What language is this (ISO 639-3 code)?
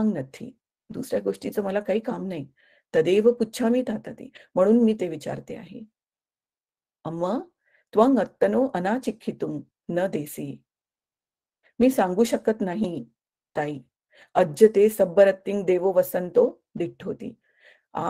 mar